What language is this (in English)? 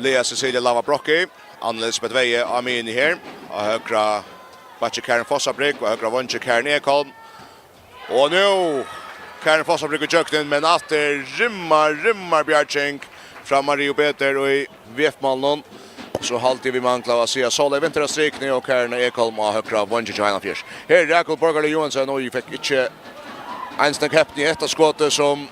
Faroese